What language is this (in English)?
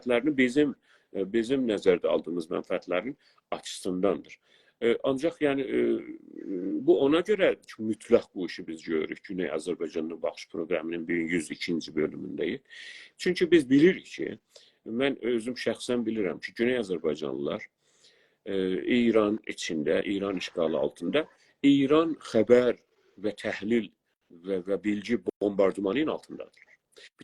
South Azerbaijani